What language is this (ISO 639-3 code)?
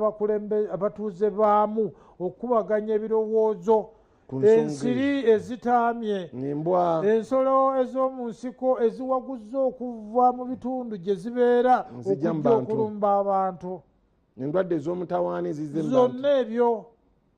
lug